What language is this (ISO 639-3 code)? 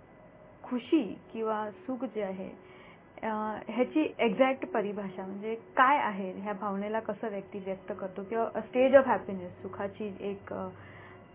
mar